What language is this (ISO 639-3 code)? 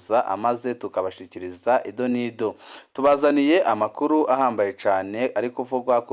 run